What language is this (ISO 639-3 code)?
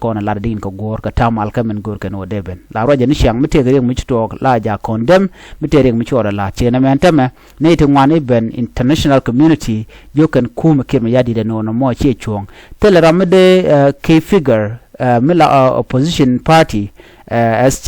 nus